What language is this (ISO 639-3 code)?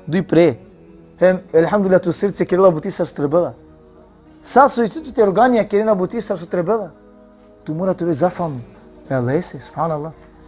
rmn